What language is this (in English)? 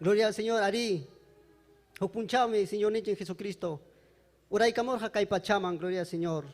Ayacucho Quechua